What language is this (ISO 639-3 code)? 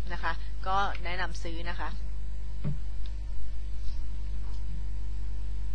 tha